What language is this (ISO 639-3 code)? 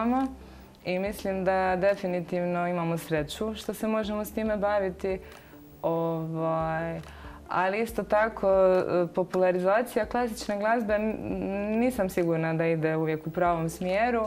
hrv